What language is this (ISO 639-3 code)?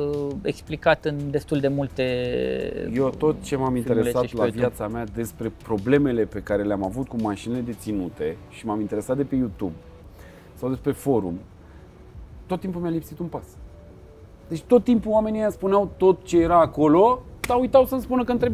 ron